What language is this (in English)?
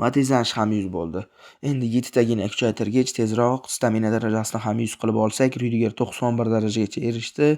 Uzbek